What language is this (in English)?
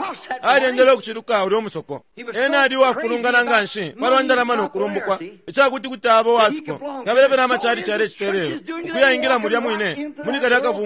Bemba